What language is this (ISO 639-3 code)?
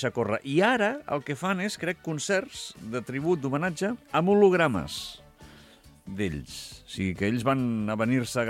cat